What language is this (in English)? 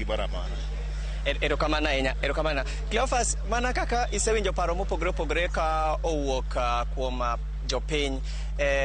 Luo (Kenya and Tanzania)